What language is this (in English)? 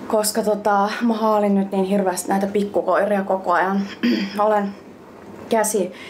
Finnish